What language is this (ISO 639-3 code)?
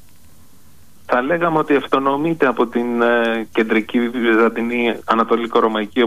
ell